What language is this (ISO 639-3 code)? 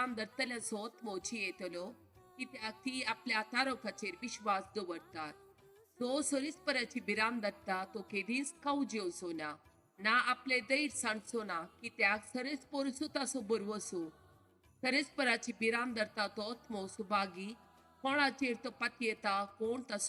kok